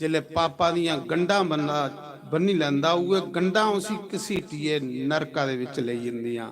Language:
Dogri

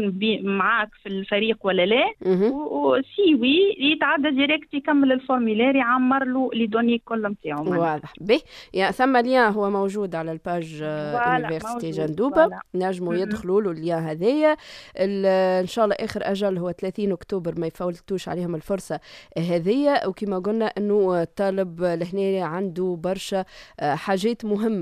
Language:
Tunisian Arabic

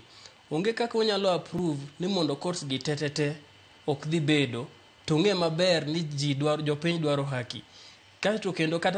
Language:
Luo (Kenya and Tanzania)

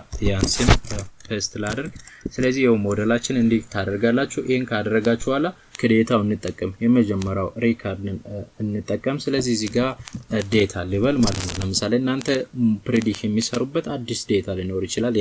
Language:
Amharic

